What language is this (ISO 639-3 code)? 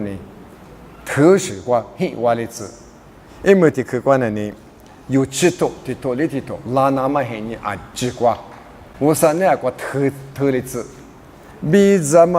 lis